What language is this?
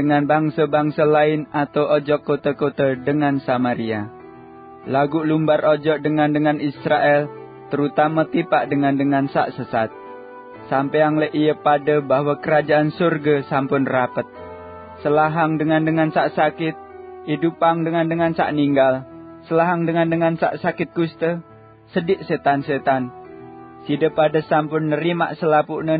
Sasak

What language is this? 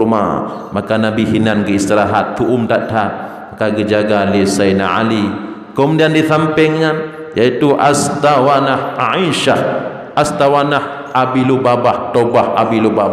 Achinese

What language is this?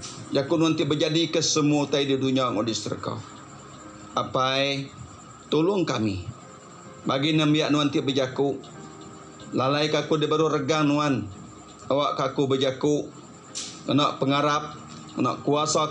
Iban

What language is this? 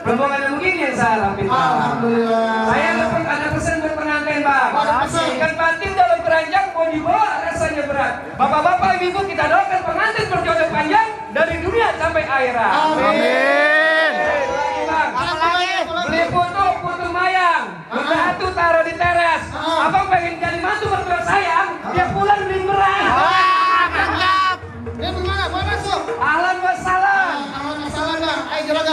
Betawi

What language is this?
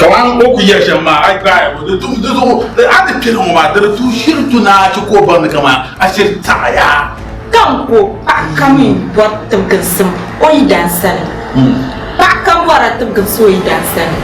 Dagbani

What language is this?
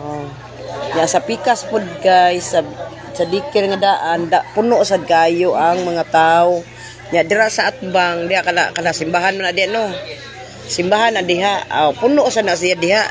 Cebuano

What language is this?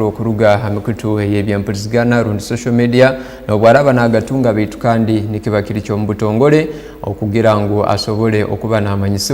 Tooro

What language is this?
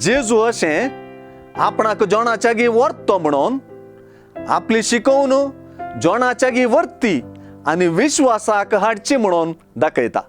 Konkani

